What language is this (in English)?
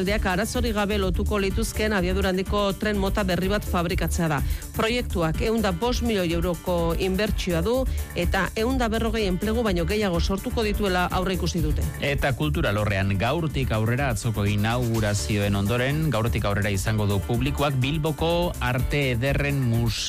Basque